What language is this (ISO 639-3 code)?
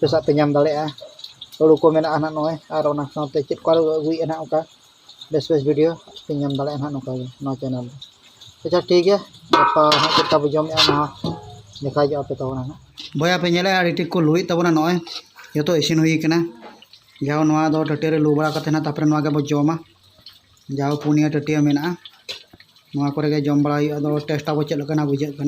sat